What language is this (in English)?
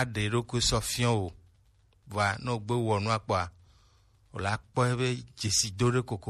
Gen